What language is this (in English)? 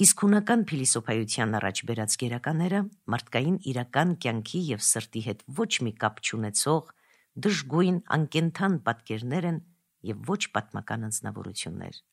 Armenian